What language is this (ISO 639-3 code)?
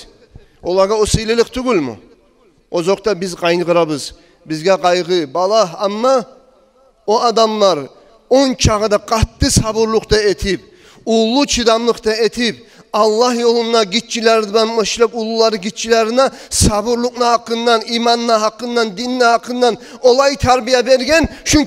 kum